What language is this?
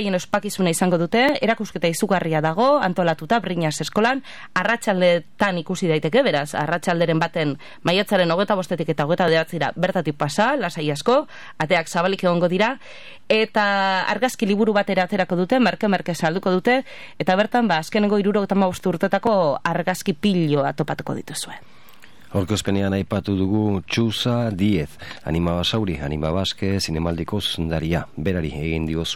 Basque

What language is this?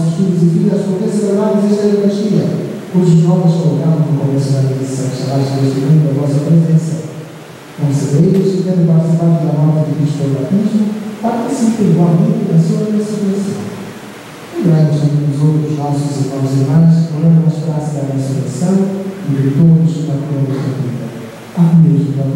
Portuguese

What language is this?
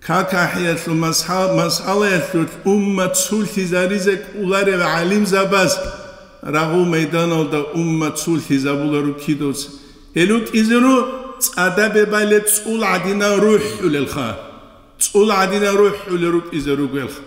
Avaric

